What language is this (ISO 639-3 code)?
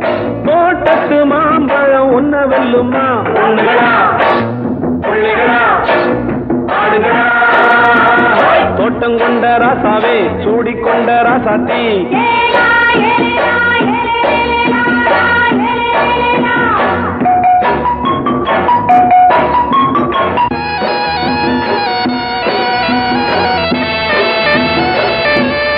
tam